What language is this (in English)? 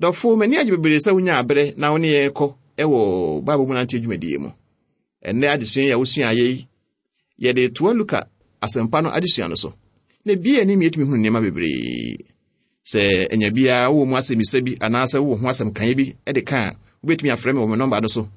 Akan